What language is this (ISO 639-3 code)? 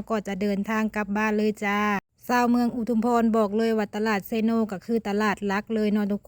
lao